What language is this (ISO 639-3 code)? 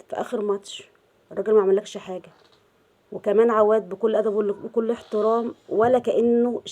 arz